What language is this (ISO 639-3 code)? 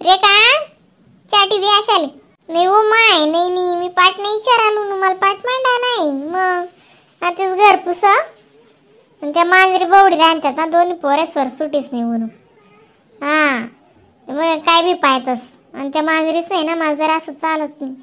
khn